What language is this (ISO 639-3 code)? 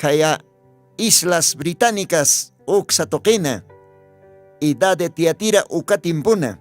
aym